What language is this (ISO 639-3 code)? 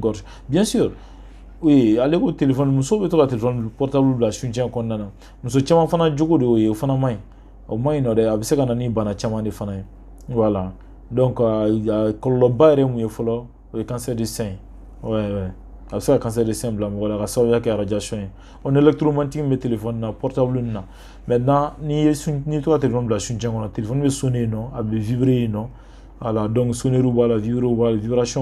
bam